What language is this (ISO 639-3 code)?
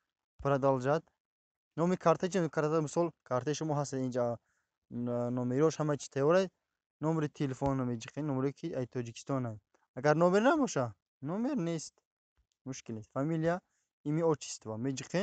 tgk